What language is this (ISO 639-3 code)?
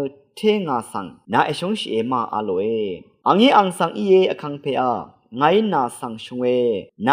raw